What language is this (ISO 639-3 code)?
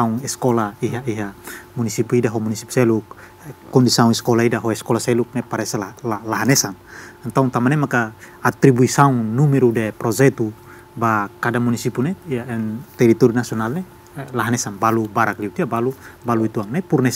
tet